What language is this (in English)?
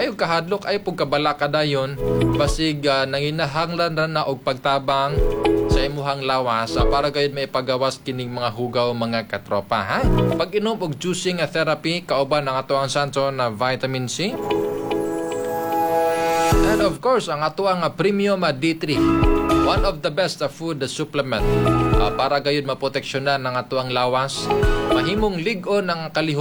Cebuano